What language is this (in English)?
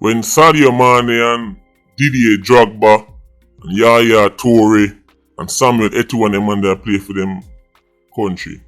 Jamaican Creole English